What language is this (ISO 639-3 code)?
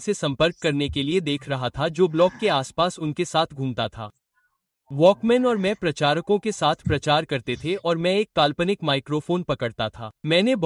hin